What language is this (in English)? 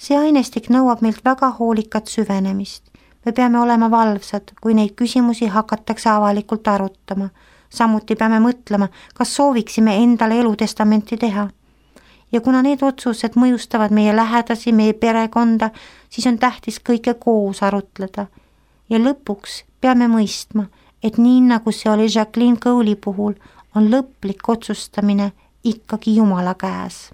Estonian